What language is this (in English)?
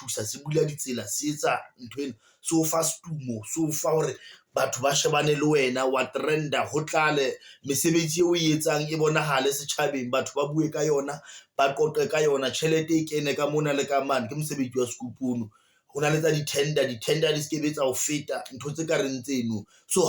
Southern Sotho